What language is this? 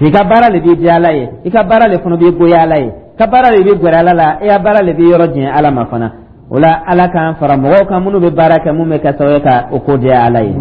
Dyula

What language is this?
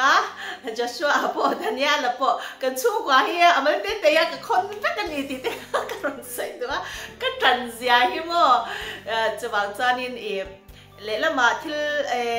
Mizo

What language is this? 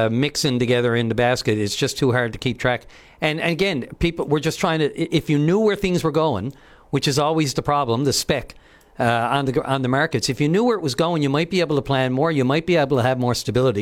English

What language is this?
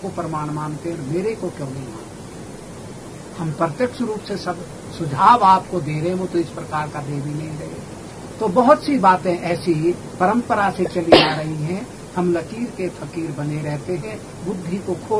Hindi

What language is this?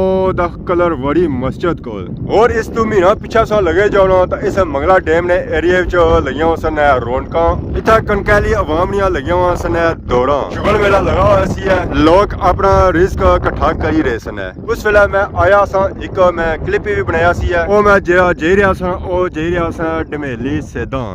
Pahari-Potwari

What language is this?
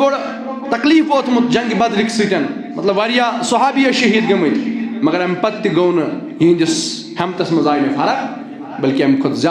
Kashmiri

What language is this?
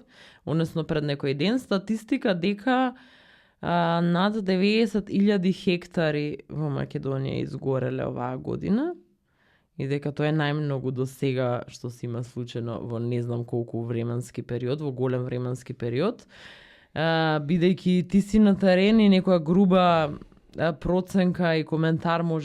Macedonian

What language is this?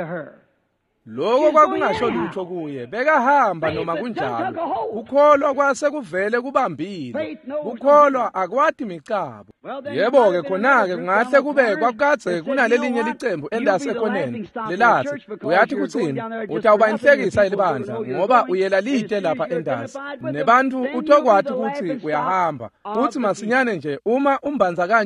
Swati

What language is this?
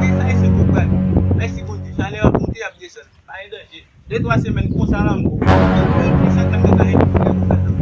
Haitian Creole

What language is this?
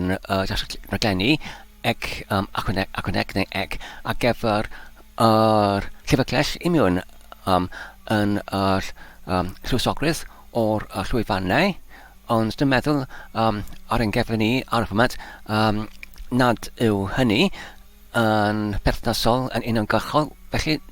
Welsh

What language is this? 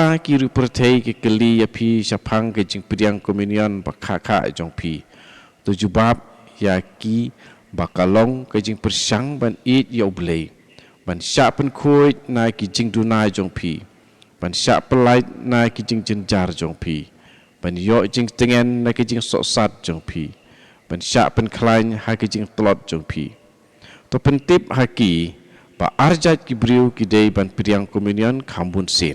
Khasi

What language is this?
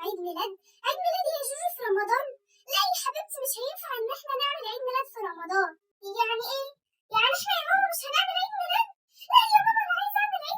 Egyptian Arabic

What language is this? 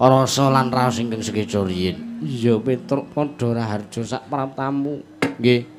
Javanese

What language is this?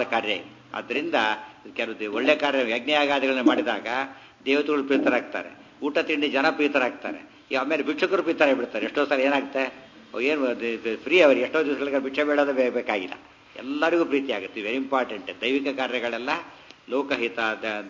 Kannada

